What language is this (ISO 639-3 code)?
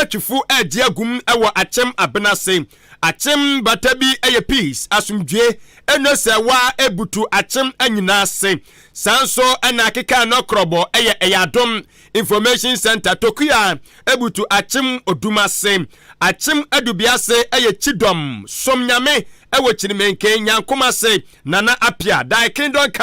aka